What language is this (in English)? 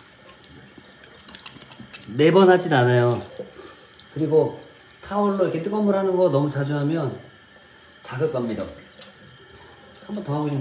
Korean